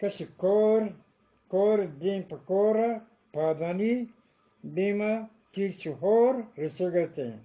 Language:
Eastern Balochi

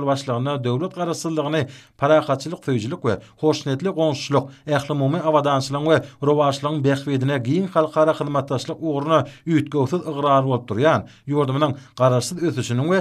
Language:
Turkmen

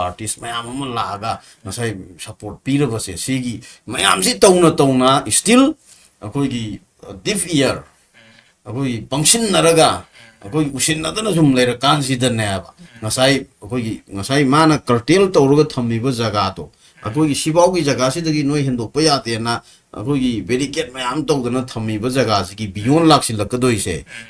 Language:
Manipuri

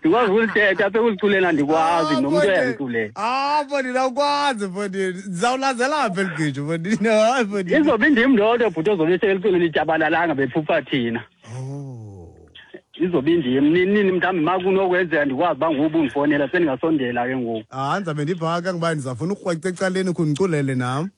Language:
Xhosa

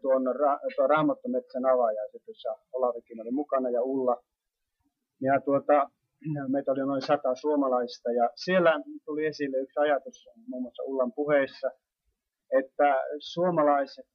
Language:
Finnish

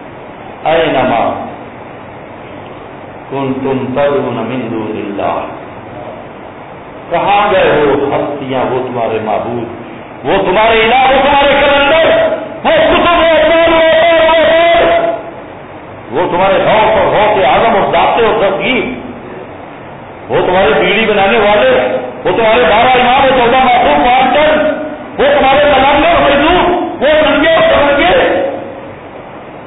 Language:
Urdu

